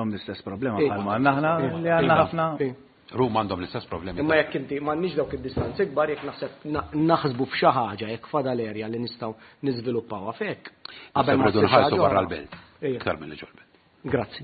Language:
Maltese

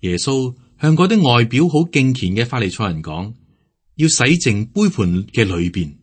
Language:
Cantonese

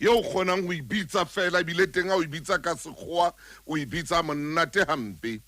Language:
Southern Sotho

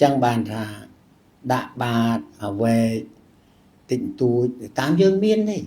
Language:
Khmer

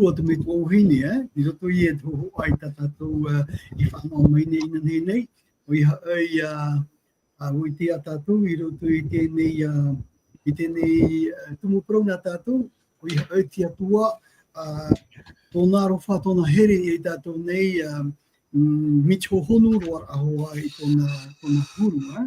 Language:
Tahitian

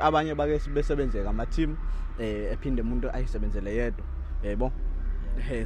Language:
Zulu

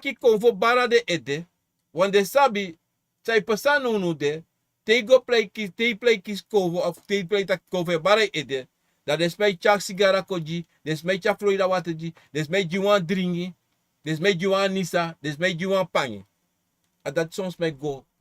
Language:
Sranan Tongo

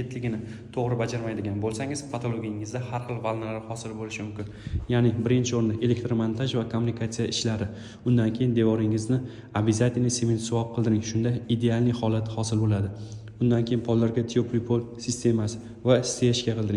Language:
Uzbek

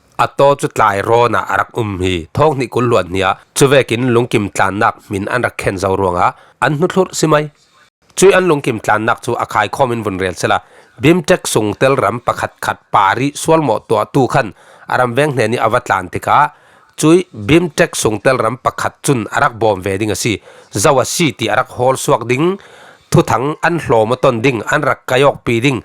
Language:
Falam Chin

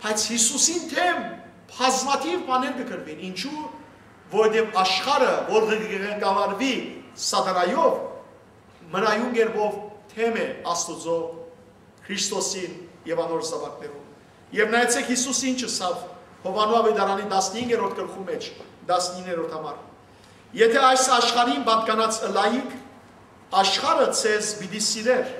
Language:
Western Armenian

